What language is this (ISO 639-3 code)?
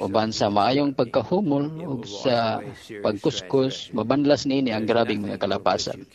ceb